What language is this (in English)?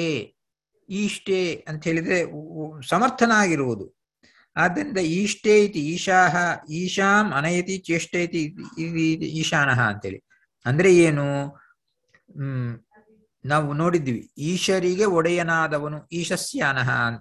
Kannada